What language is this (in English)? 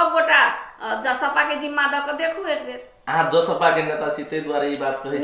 Maithili